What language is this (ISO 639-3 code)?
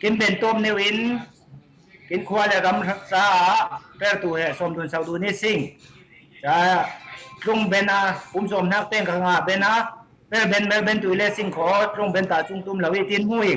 cfm